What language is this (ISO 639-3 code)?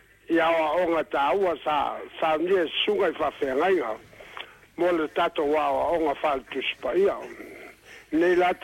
smo